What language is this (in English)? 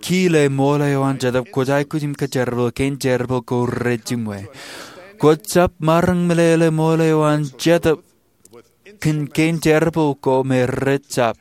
Marshallese